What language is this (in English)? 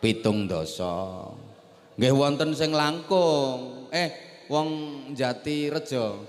Javanese